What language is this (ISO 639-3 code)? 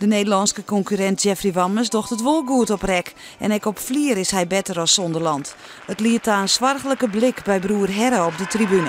fry